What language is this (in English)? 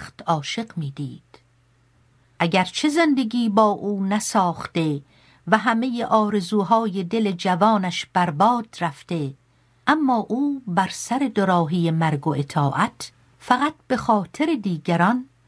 Persian